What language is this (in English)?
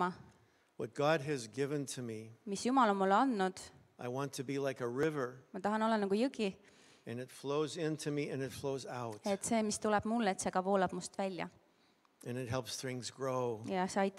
Estonian